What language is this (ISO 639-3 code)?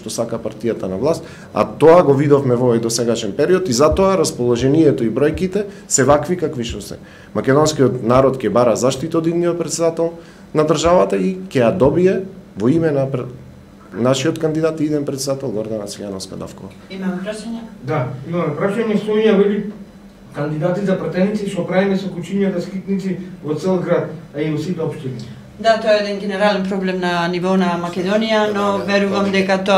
mkd